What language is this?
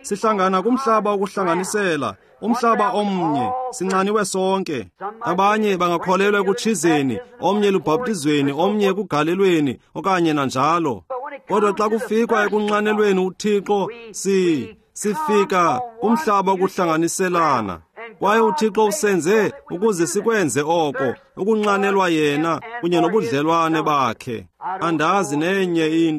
Xhosa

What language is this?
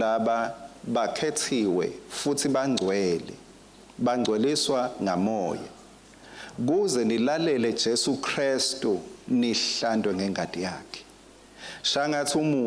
Swati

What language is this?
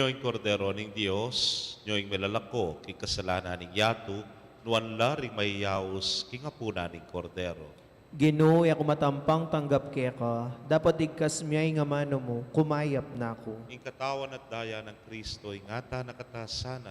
Pampanga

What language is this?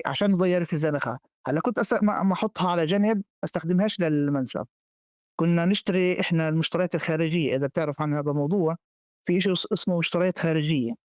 North Levantine Arabic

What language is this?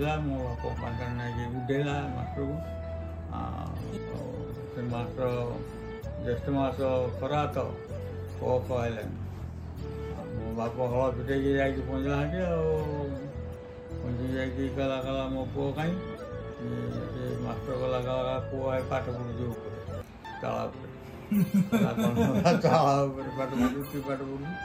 Odia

